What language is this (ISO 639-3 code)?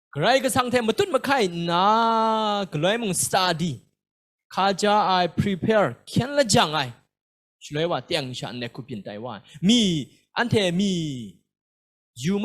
kac